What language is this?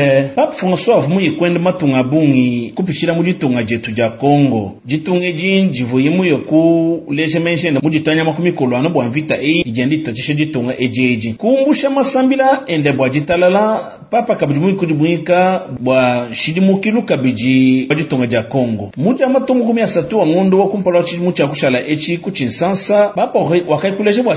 Luba-Lulua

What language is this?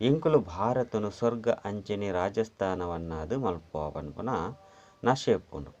Tulu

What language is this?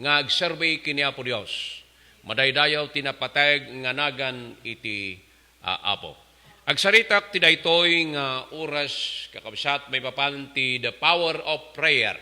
Iloko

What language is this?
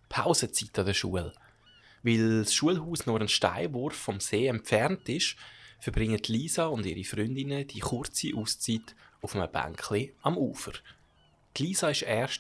Swiss German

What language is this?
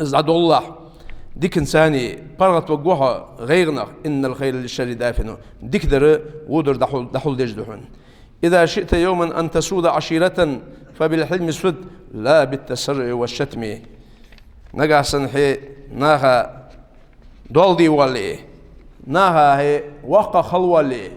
Ingush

